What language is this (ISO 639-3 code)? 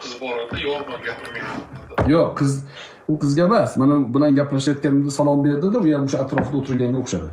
uzb